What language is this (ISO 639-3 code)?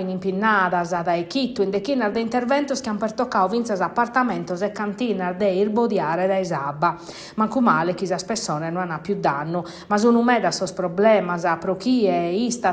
srd